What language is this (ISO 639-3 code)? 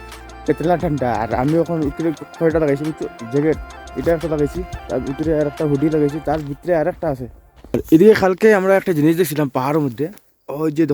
syl